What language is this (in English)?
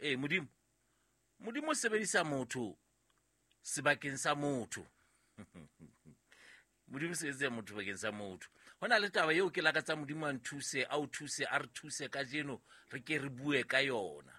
Southern Sotho